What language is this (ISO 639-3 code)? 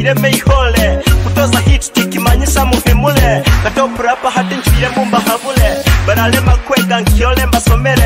nyo